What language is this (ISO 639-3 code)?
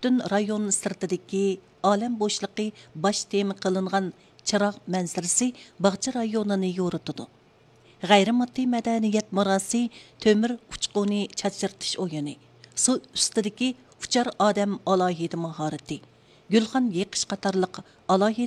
uig